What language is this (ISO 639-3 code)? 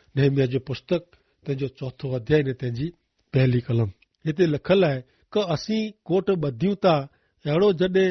kfr